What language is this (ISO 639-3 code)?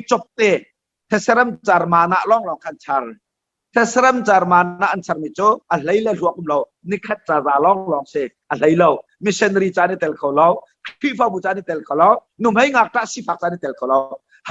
cnh